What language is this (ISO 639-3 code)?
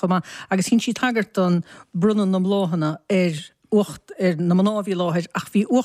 gle